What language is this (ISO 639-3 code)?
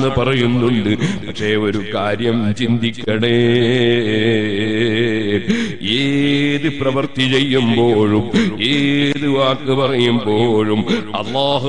mal